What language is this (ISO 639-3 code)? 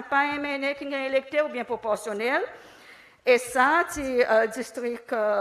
crs